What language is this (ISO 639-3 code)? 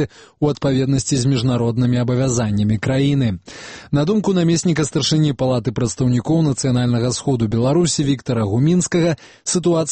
bel